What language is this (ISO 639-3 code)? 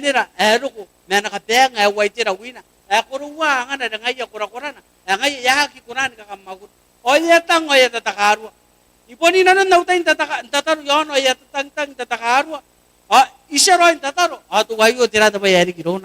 gil